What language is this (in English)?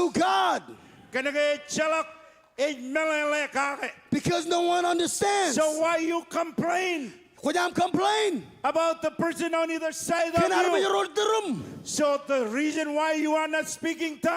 Marshallese